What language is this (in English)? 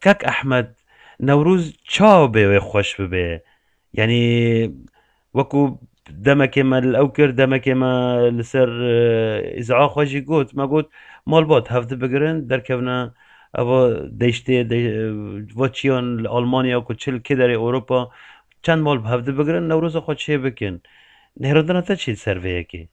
Kurdish